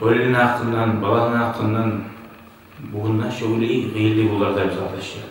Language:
Kumyk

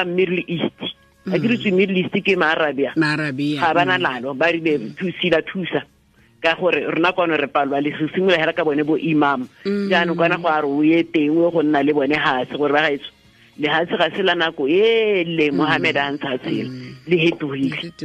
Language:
Tswana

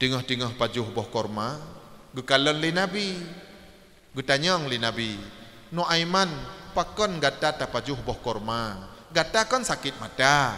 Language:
Achinese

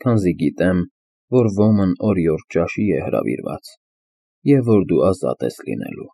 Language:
Armenian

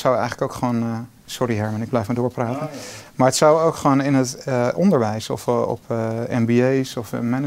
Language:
Dutch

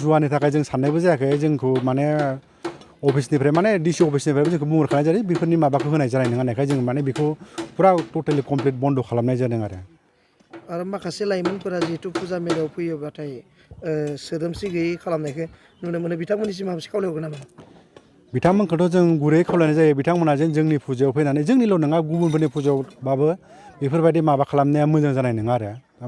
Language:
Bodo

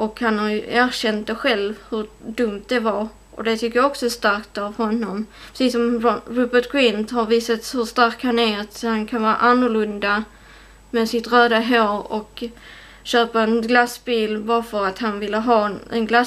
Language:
Swedish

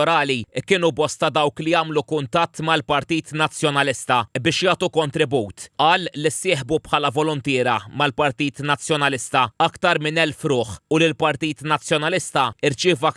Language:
Maltese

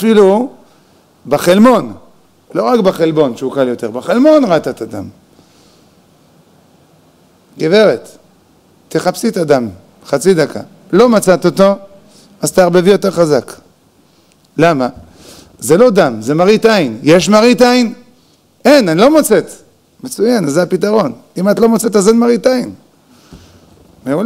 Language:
Hebrew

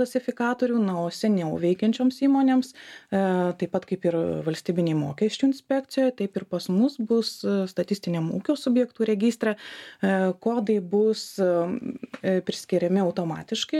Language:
Lithuanian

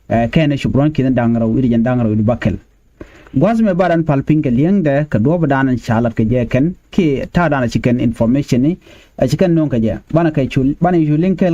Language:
Nuer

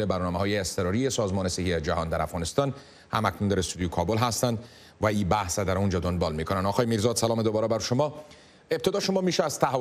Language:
Persian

